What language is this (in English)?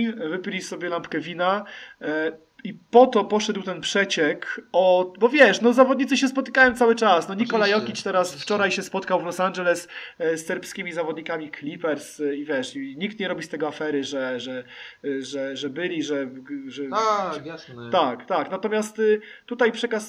Polish